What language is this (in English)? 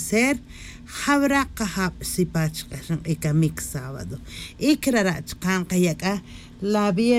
Tz'utujil